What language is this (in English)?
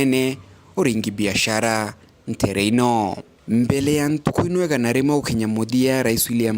Meru